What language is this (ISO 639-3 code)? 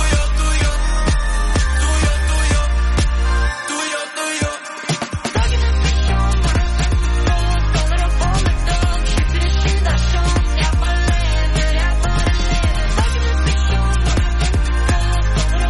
nor